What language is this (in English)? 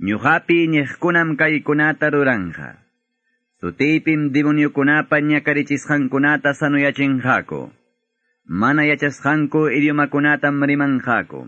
Quechua